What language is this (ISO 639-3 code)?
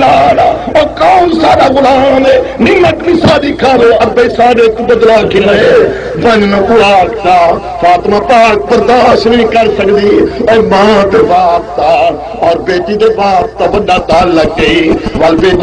skr